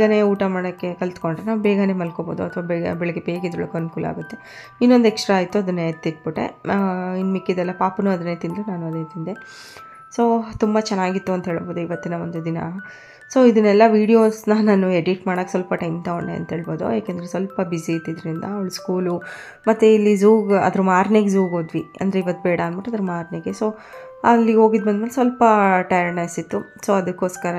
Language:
Kannada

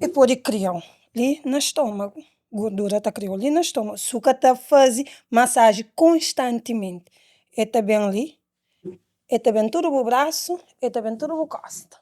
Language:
Kabuverdianu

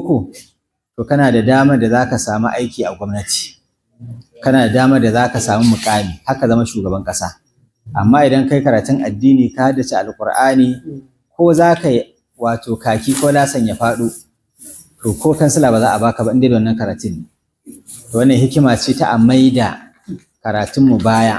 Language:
Hausa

